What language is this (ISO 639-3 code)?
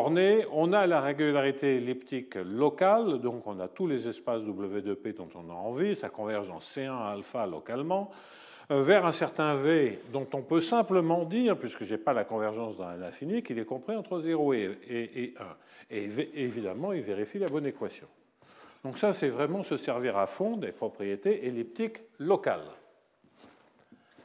fra